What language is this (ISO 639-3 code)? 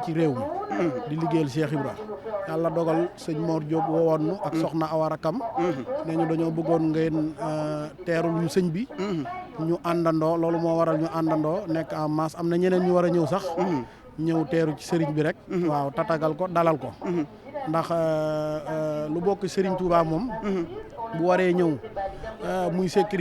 wol